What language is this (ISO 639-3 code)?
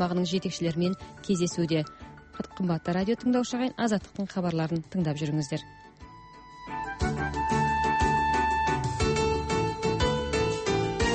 kaz